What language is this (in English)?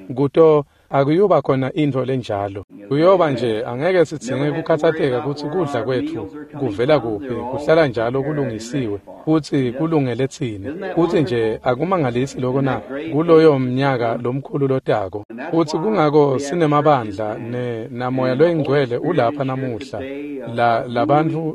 Swati